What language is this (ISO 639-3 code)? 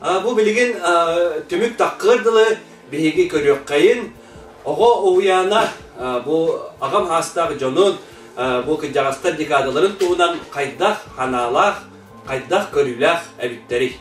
sah